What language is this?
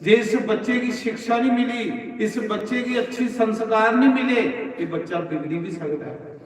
Dogri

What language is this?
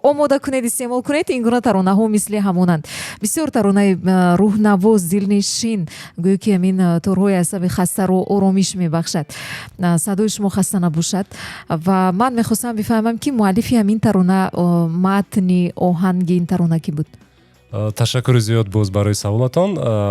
Tajik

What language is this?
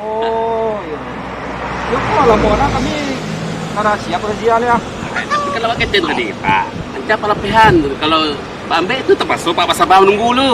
Minangkabau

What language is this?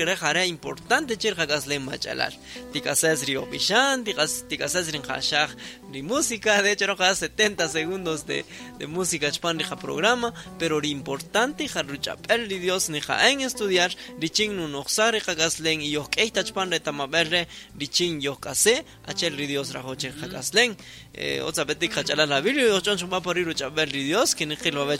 Kaqchikel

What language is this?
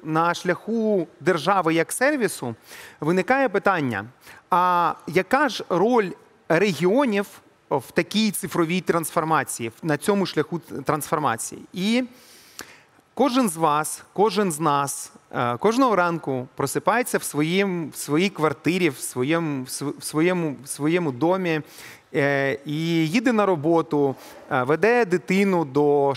Ukrainian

